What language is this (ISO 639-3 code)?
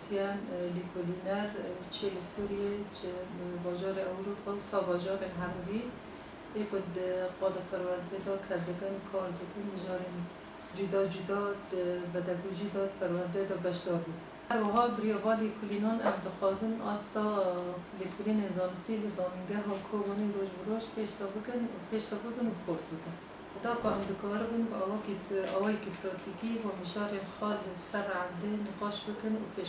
kur